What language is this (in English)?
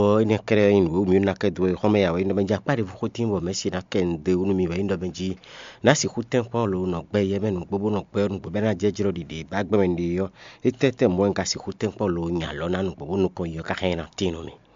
Fon